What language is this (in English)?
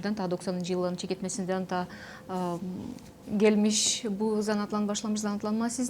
Gagauz